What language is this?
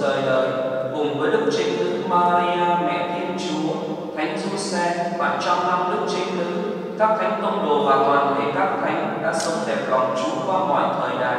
Vietnamese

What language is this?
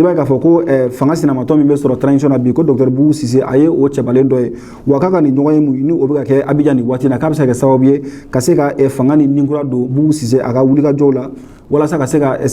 Bambara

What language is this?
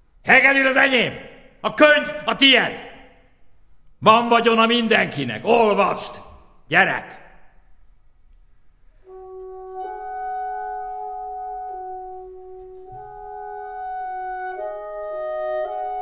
Hungarian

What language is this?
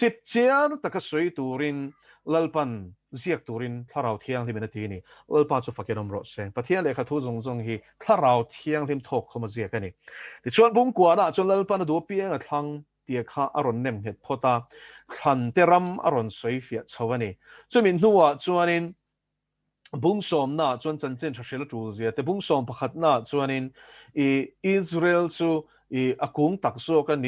Mizo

